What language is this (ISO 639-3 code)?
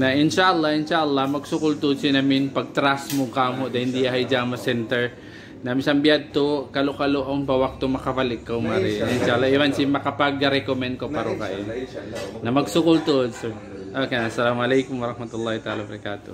tsg